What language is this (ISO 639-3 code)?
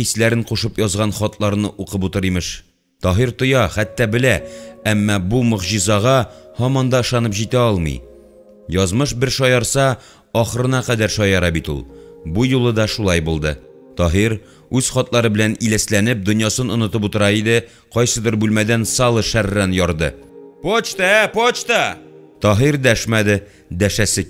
tat